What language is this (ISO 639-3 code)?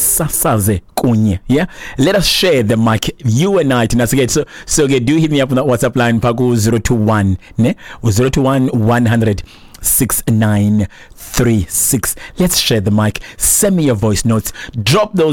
xho